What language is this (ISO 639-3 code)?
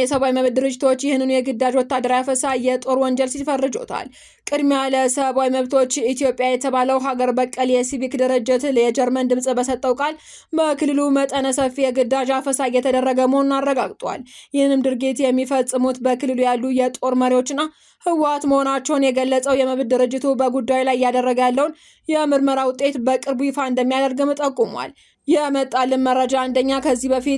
amh